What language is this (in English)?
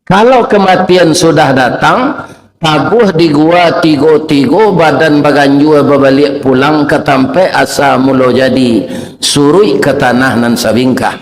Minangkabau